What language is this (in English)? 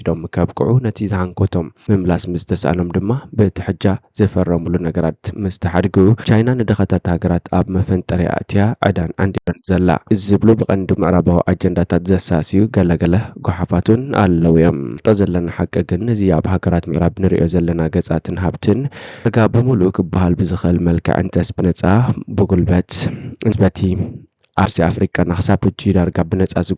Tigrinya